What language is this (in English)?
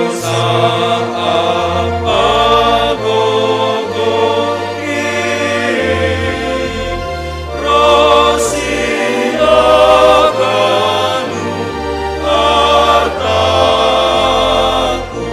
Batak Simalungun